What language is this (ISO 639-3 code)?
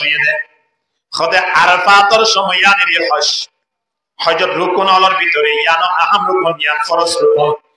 rhg